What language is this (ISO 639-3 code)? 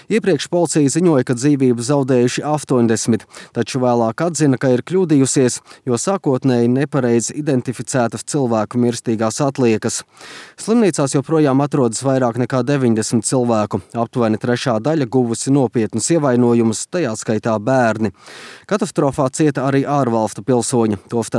lav